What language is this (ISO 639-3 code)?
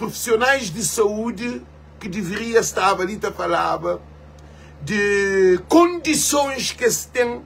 kea